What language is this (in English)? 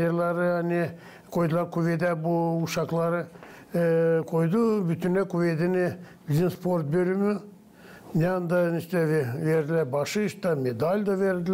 Gagauz